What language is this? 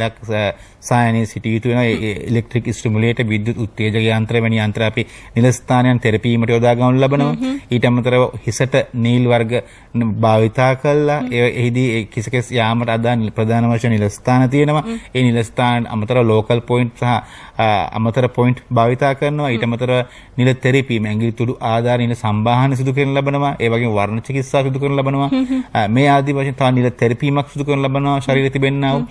Sinhala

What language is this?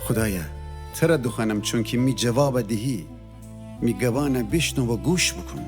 Gilaki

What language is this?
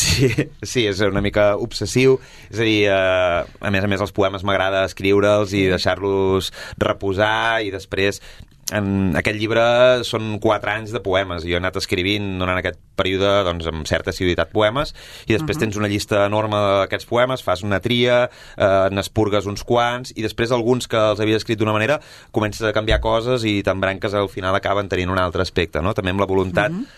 Catalan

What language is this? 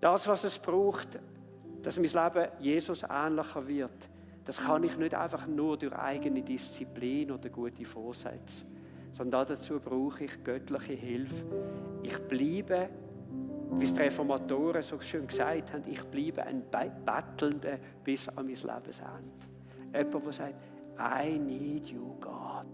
Swiss German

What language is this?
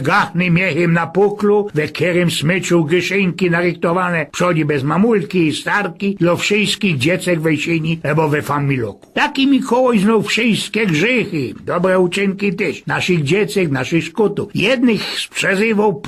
Silesian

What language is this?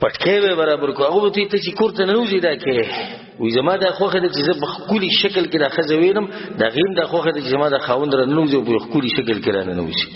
Pashto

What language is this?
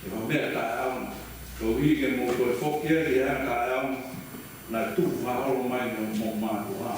Tongan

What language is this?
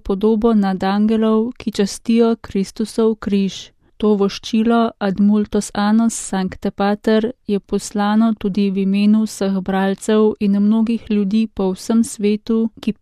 Slovenian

